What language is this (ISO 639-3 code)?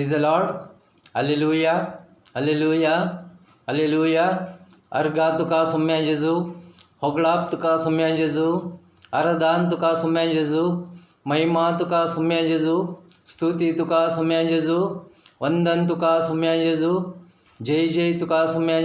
kok